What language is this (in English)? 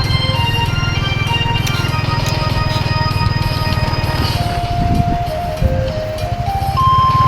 Northeastern Thai